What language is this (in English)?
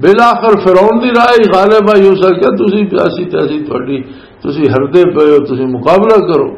Western Panjabi